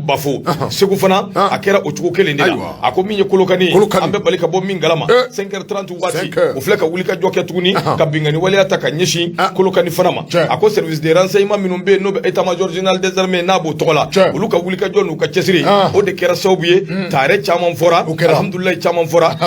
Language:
Bambara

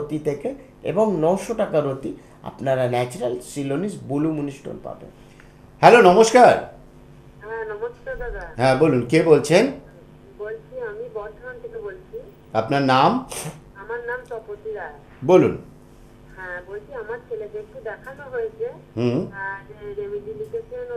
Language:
Bangla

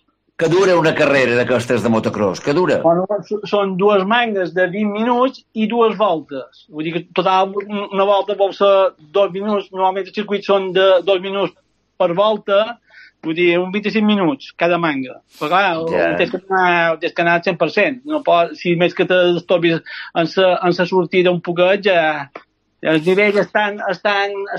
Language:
Catalan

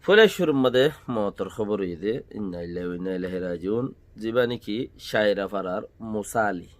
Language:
Rohingya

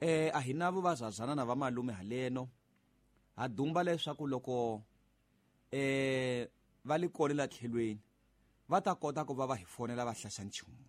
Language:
Tsonga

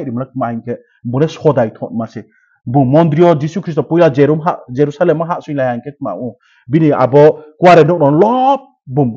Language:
Riang (India)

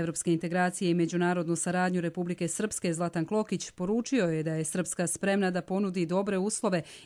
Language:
Croatian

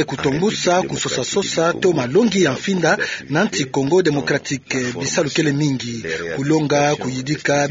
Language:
Kituba (Democratic Republic of Congo)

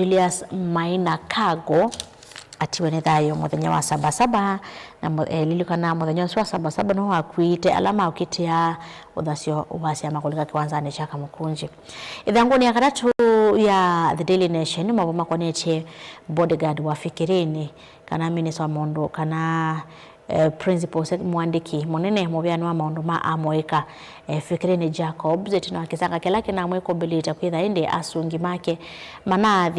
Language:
Kamba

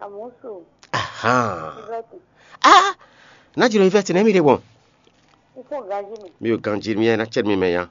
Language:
Fon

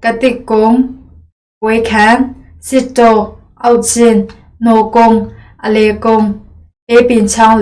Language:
Hakha Chin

